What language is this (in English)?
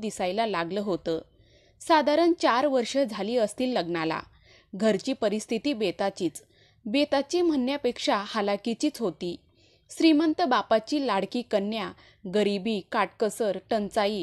Marathi